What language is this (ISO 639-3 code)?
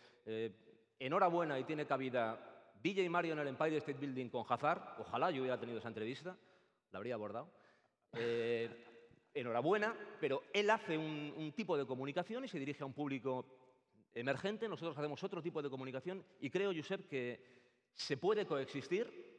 spa